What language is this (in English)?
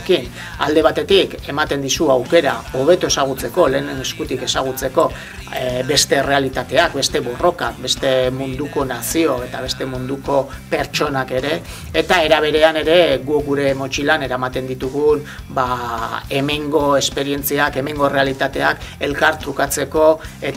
Basque